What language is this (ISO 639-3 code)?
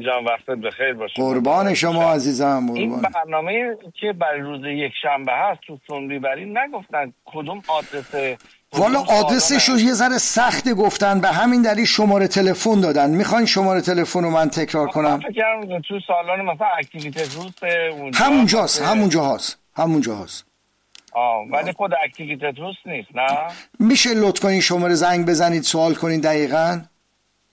fas